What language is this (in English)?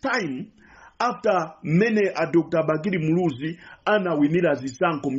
Nyanja